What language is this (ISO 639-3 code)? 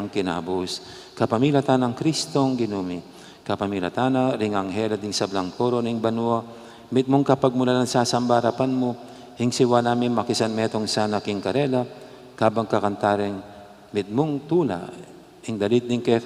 pam